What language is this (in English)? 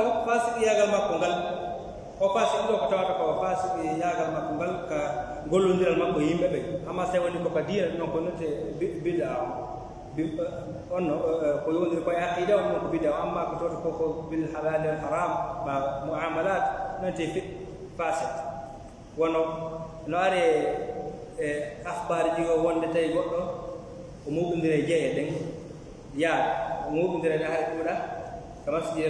Fula